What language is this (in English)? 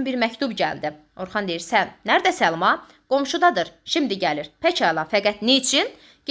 Azerbaijani